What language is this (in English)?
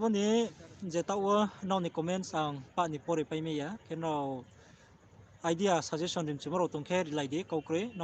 Riang (India)